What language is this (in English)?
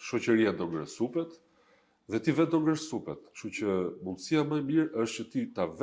Albanian